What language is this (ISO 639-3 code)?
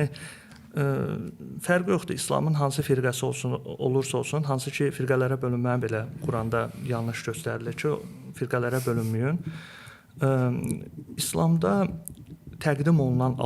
aze